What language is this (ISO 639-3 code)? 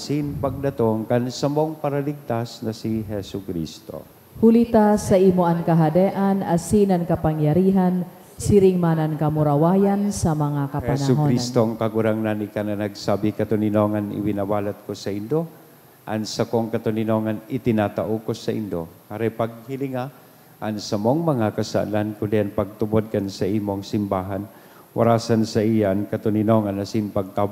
bik